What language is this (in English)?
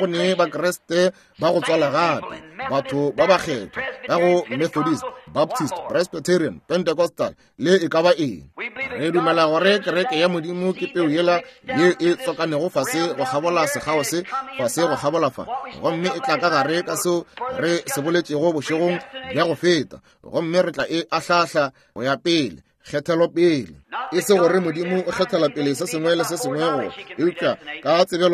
Northern Sotho